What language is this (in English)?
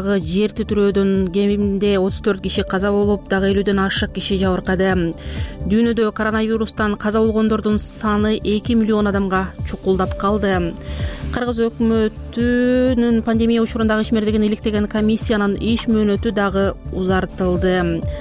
Kyrgyz